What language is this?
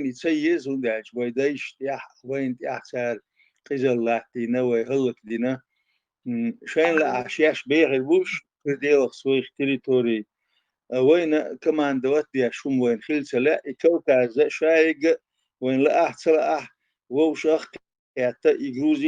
Chechen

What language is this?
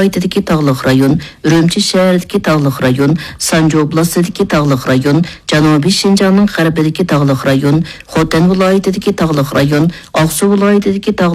Uyghur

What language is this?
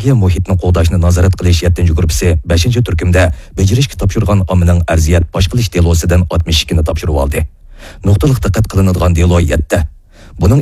Uyghur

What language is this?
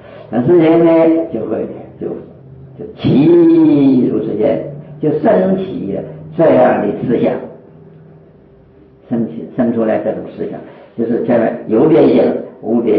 Chinese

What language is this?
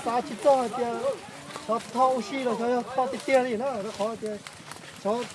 Hmong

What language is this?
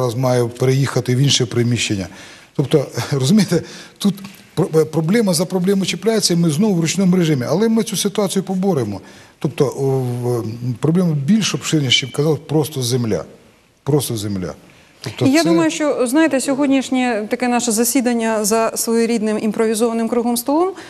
Ukrainian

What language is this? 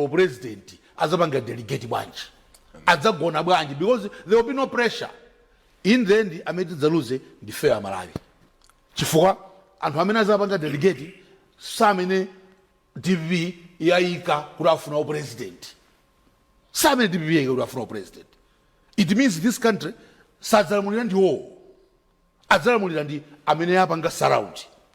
Nyanja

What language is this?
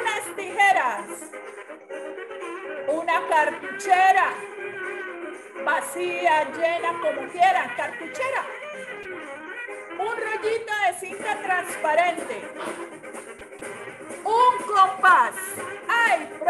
Spanish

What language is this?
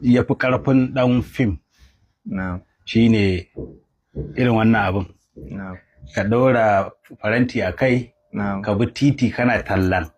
Hausa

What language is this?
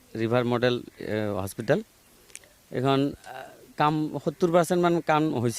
Assamese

